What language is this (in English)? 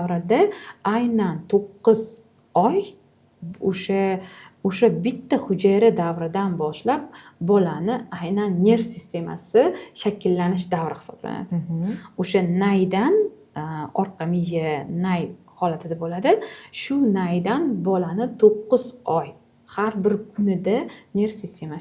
Uzbek